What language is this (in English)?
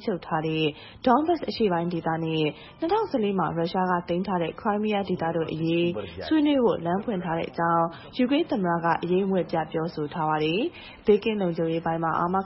Burmese